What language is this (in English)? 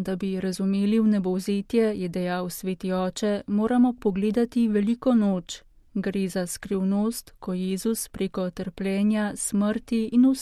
Slovenian